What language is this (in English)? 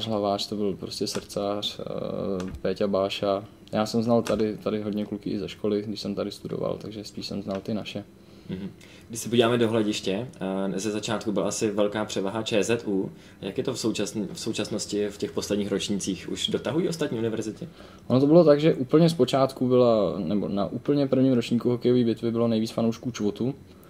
Czech